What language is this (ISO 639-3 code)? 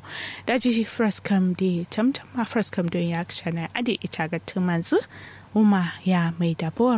kau